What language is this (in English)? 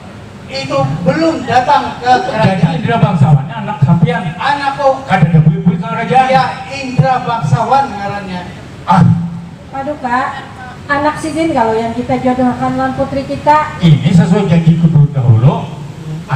Banjar